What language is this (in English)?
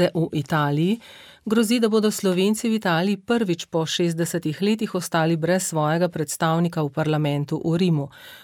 Slovenian